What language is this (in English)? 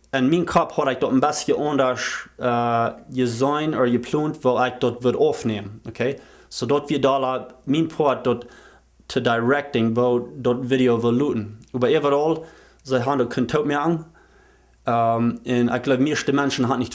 Plautdietsch